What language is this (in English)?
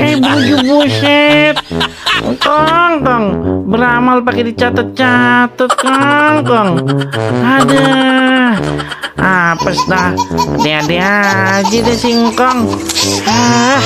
Betawi